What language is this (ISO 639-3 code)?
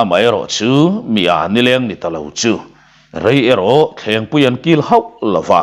lus